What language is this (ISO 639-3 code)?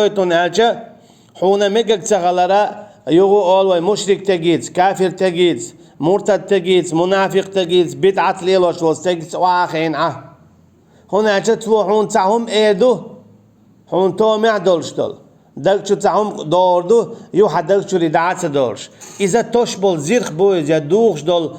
che